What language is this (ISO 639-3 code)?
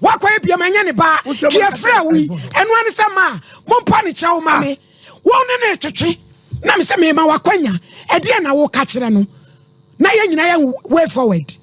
aka